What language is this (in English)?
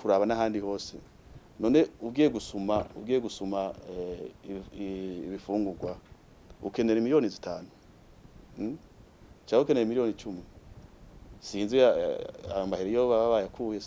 Rundi